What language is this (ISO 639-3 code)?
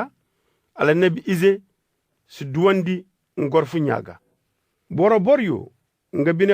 dje